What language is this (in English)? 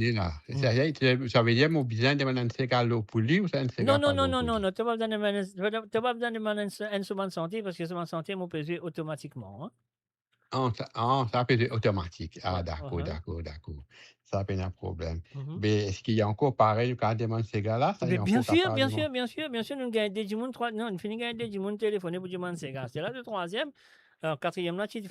Morisyen